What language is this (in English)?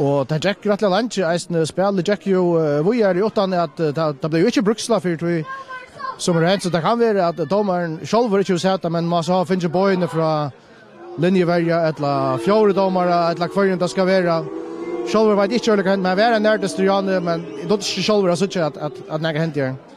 Faroese